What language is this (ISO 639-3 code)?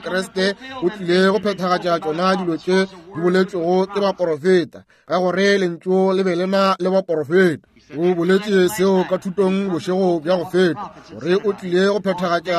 nso